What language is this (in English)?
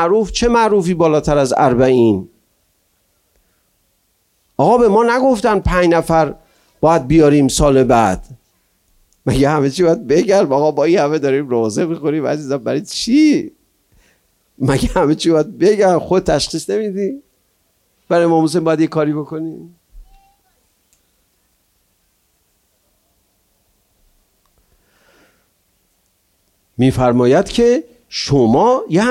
Persian